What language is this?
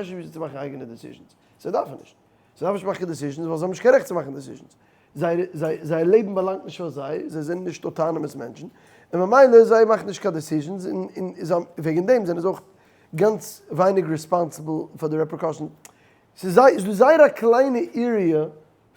Yiddish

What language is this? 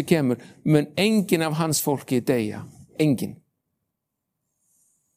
Icelandic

